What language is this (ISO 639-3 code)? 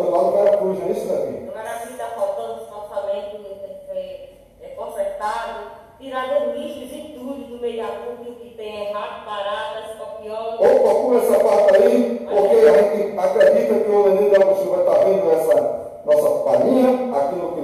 por